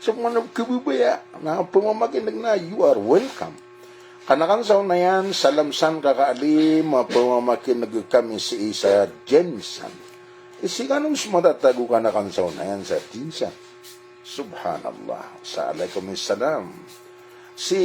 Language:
Maranao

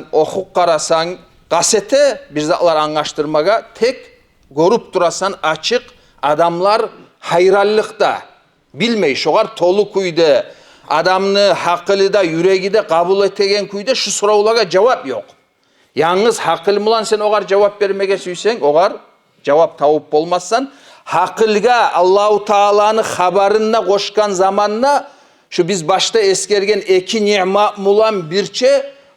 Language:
Kumyk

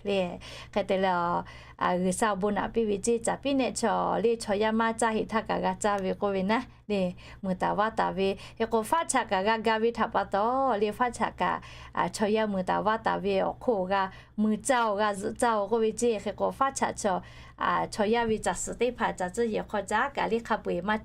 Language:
Lahu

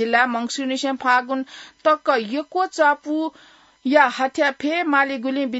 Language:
Newari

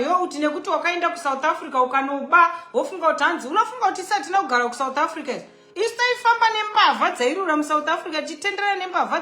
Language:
Shona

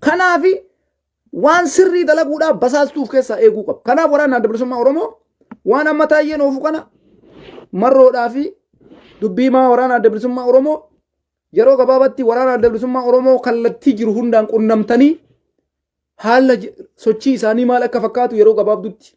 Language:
Oromo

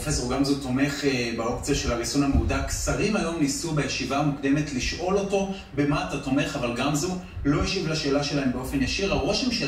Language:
Hebrew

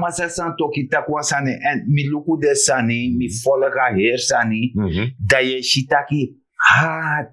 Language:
Sranan Tongo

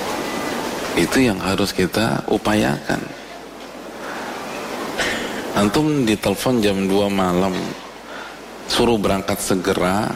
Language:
Indonesian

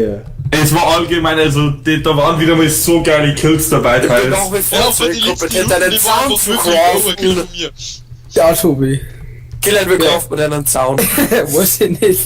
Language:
Bavarian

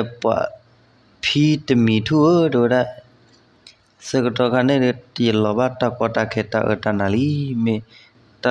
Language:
S'gaw Karen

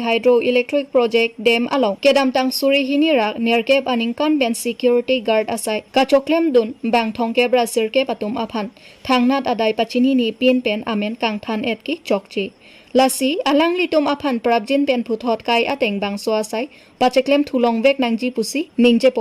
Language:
Karbi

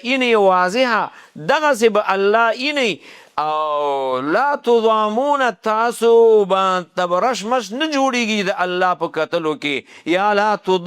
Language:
Pashto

